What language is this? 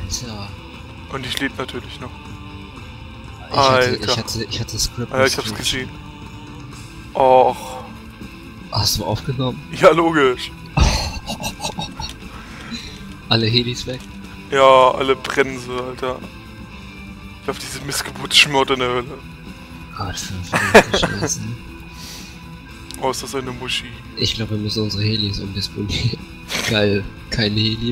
German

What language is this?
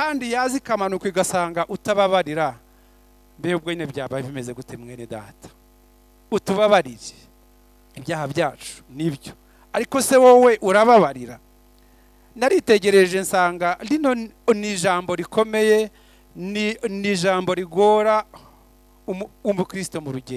Kinyarwanda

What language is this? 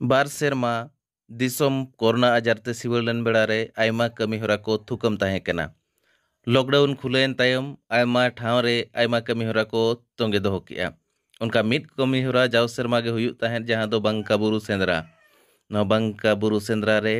Santali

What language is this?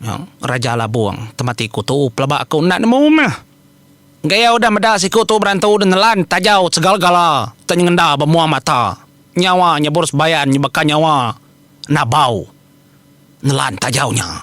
Iban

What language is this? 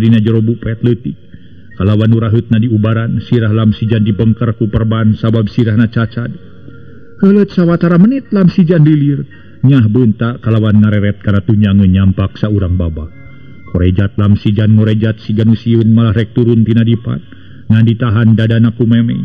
Sundanese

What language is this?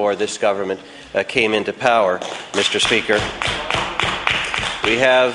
English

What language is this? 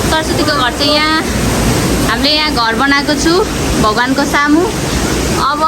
Nepali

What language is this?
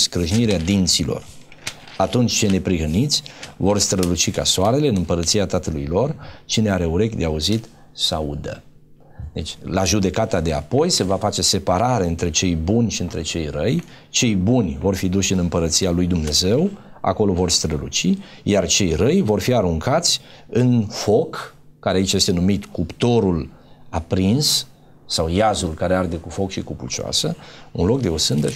Romanian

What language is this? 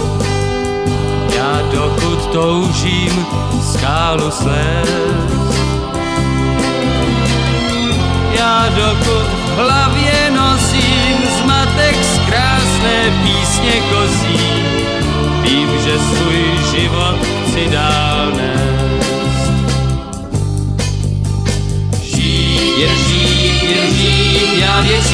Czech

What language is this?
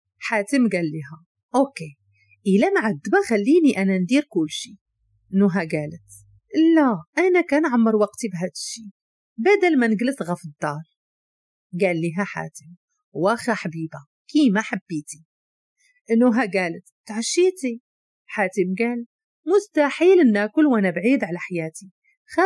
Moroccan Arabic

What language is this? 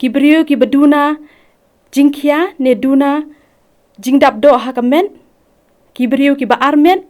Khasi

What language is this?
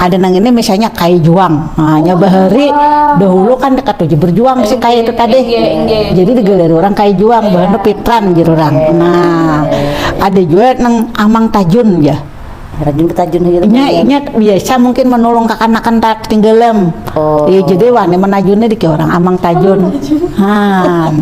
Banjar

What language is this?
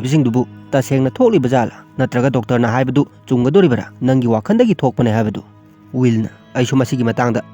Manipuri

